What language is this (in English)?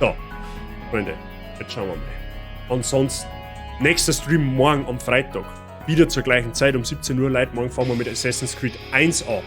Bavarian